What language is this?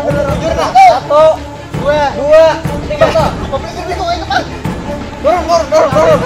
Banjar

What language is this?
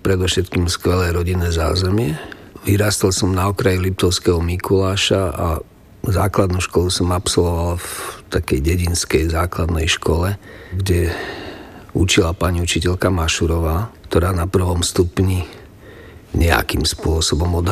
Slovak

